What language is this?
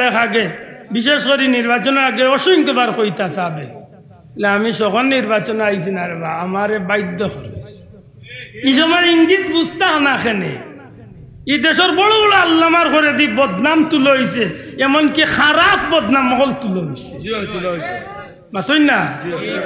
Sylheti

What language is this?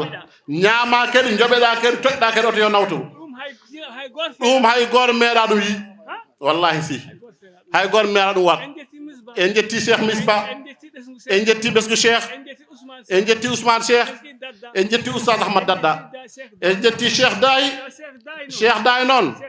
Fula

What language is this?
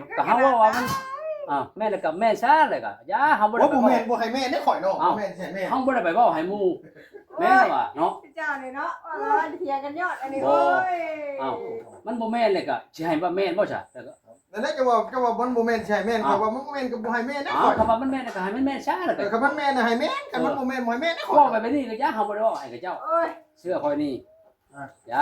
Northeastern Thai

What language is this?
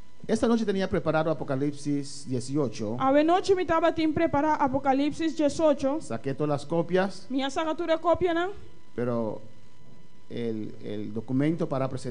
Papiamento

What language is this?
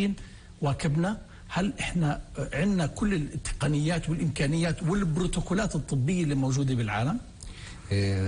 North Levantine Arabic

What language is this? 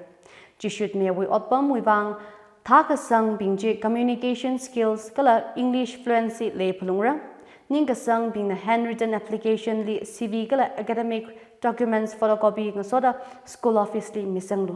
Tangkhul Naga (India)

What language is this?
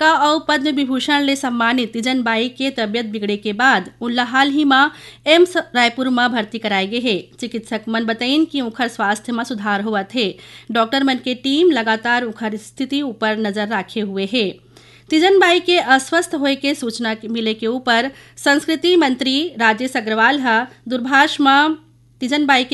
Chhattisgarhi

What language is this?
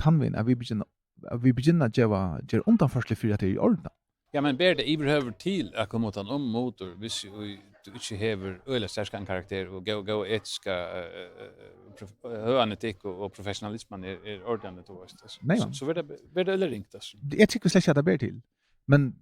Faroese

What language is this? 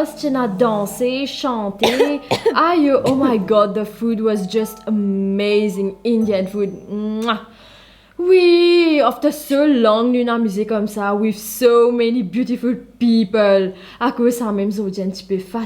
Morisyen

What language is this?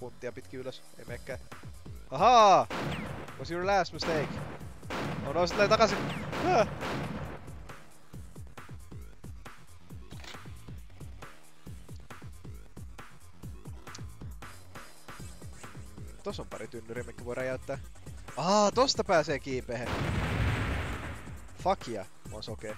Finnish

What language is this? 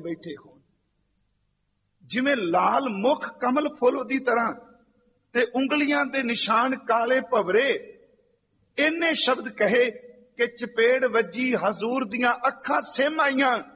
Punjabi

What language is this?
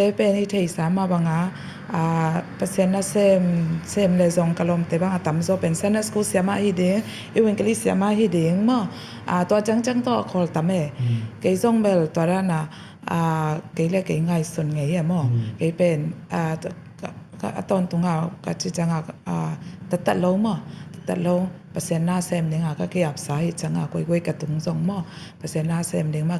Tedim Chin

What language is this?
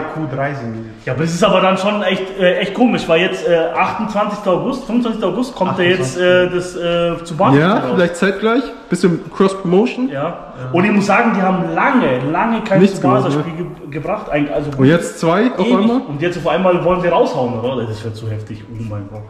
German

